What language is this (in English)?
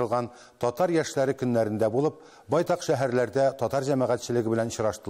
Tatar